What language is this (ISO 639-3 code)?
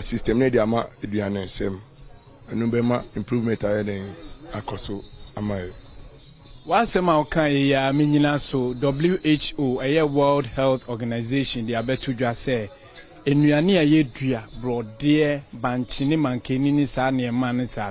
aka